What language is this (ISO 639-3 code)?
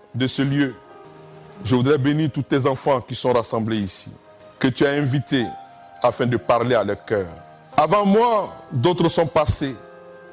fra